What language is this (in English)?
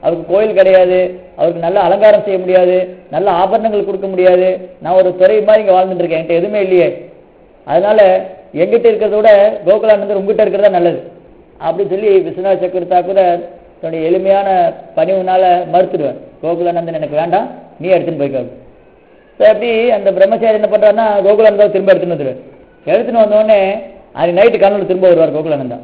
Tamil